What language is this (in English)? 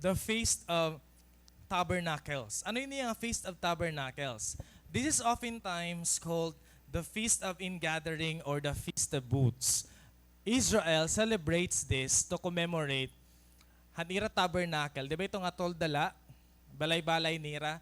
Waray